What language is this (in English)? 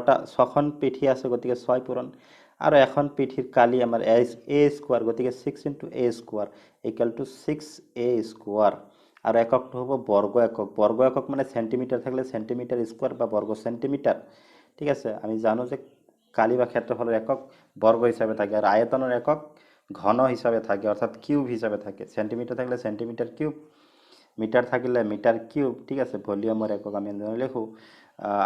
Assamese